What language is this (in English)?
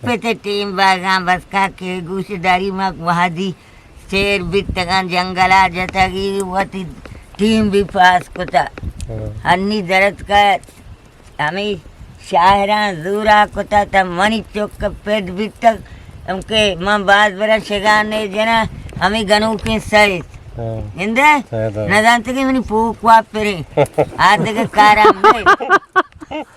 Eastern Balochi